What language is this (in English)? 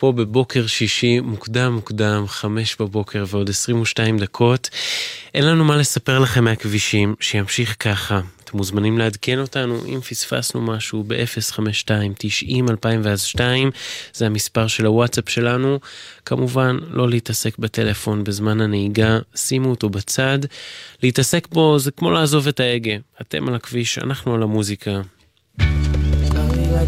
Hebrew